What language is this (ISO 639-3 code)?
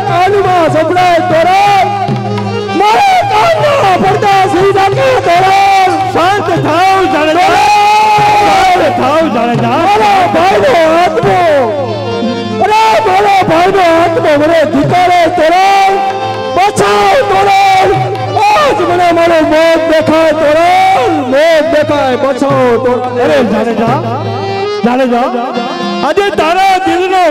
guj